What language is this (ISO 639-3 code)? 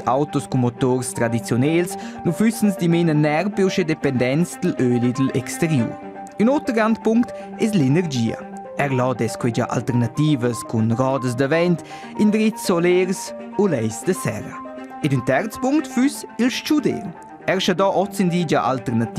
roh